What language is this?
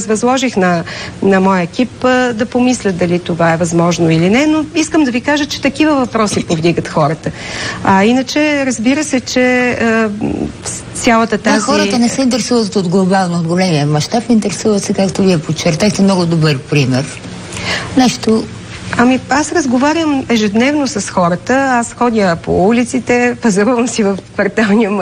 Bulgarian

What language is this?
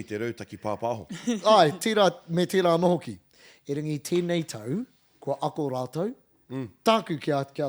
Māori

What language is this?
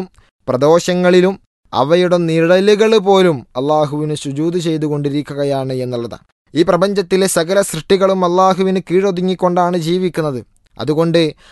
Malayalam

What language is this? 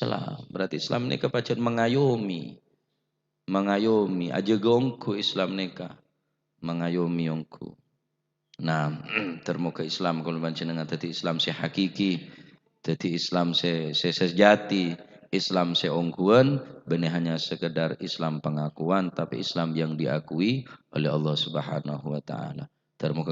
Madurese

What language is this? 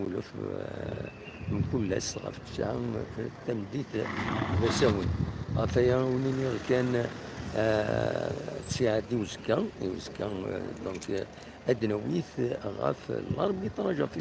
Kabyle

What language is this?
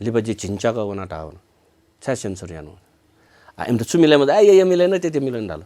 Newari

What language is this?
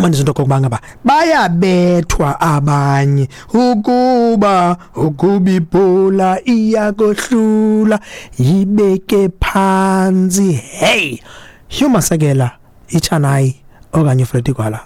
Xhosa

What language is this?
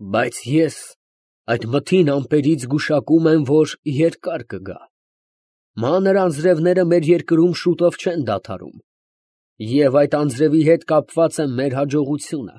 Armenian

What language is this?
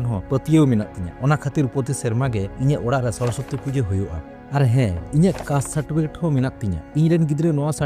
Santali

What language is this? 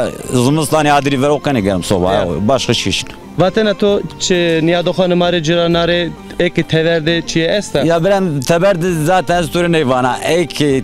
Zaza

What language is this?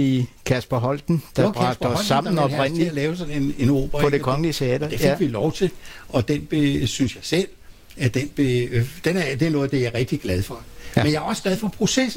Danish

